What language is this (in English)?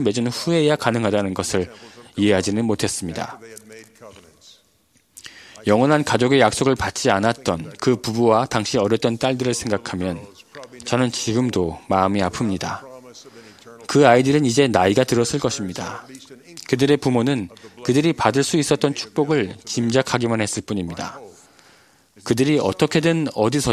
Korean